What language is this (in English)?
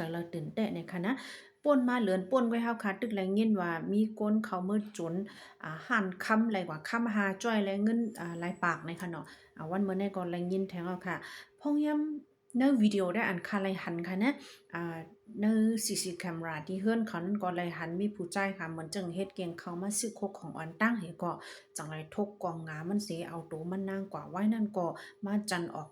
Shan